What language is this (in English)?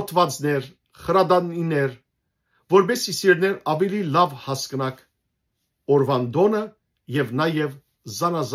Western Armenian